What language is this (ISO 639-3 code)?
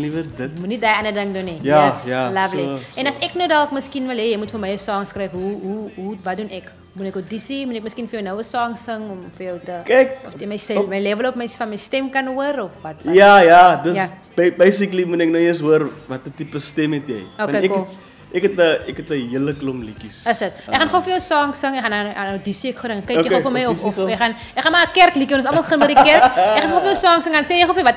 afr